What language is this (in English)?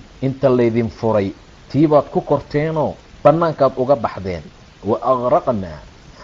Somali